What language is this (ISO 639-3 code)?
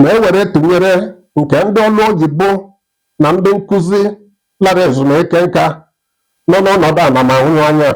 ibo